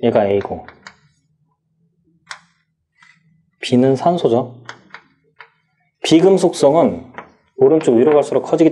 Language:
Korean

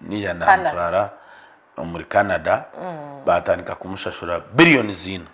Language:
Nyankole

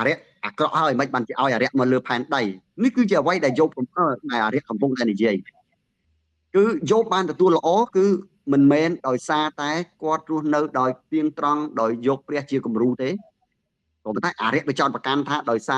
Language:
Khmer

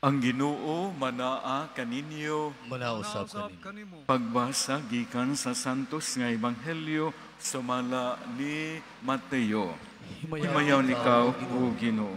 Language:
Cebuano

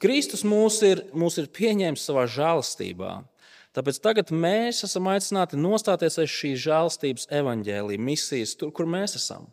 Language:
Latvian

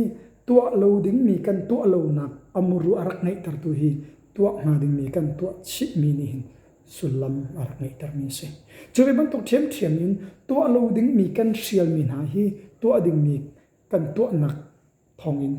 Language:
Hakha Chin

